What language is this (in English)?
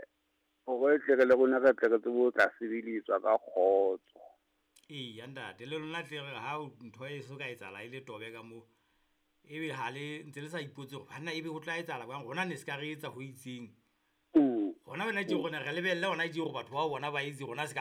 Southern Sotho